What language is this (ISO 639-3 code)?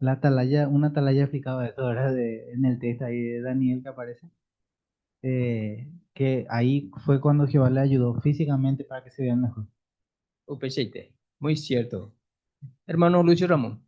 grn